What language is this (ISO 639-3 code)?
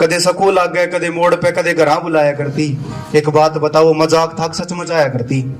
bgc